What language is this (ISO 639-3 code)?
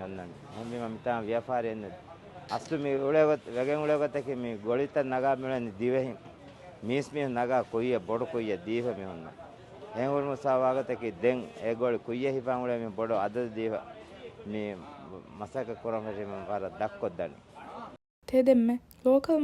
div